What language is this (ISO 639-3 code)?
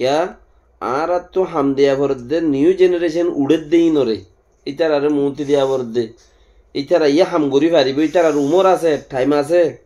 rhg